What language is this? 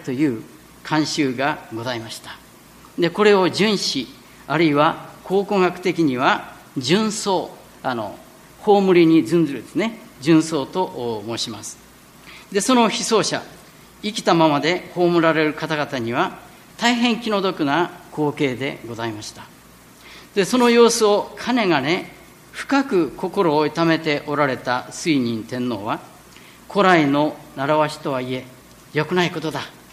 Japanese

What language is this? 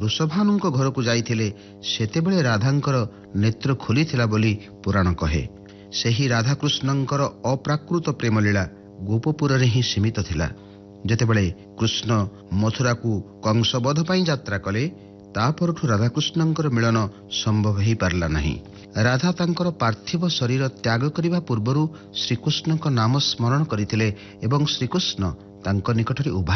Odia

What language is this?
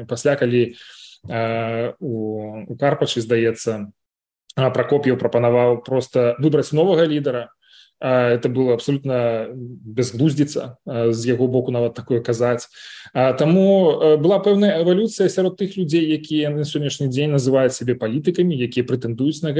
Belarusian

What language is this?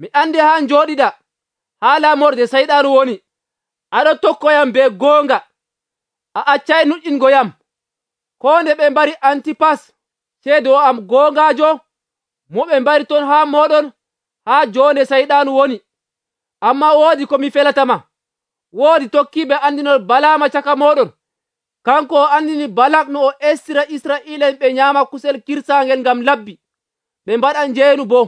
Nigerian Fulfulde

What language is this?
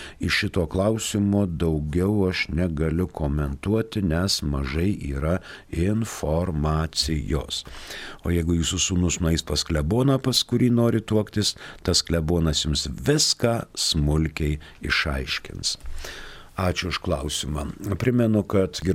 Lithuanian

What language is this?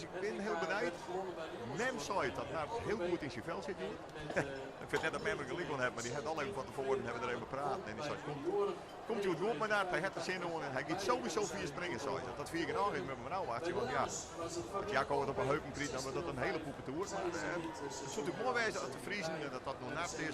Western Frisian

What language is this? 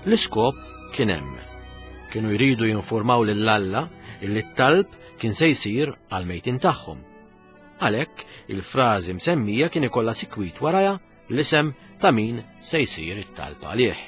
Maltese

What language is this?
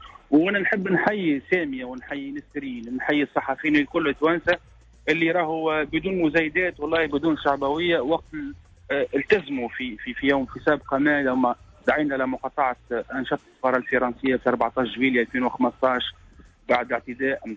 Tunisian Arabic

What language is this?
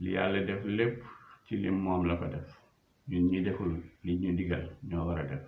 Wolof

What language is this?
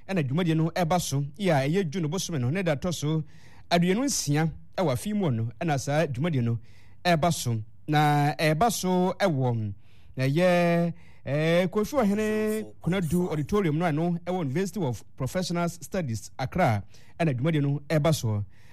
Akan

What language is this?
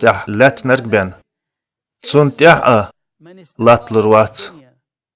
Chechen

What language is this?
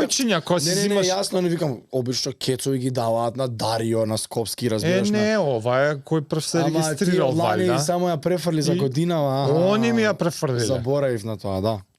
Macedonian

